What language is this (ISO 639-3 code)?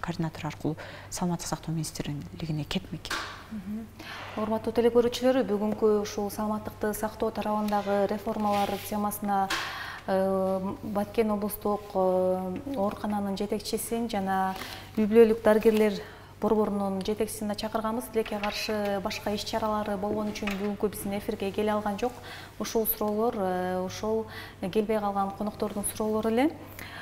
kir